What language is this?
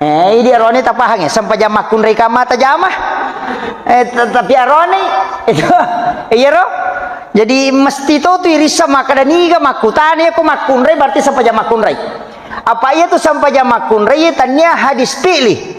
Buginese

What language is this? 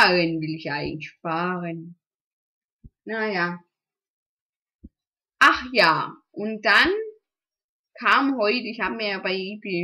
German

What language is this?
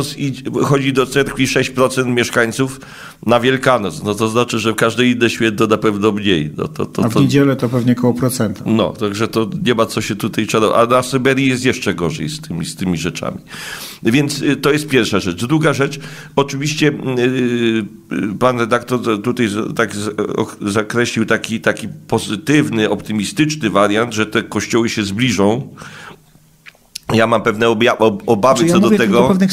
Polish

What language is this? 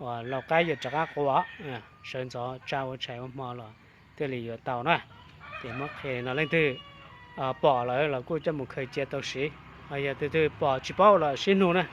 Hmong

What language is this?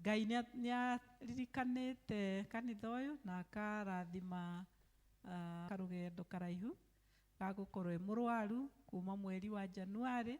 Kikuyu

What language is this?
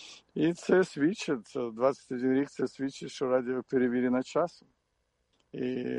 Ukrainian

